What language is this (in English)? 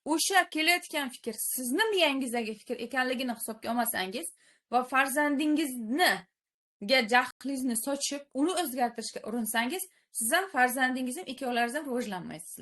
Uzbek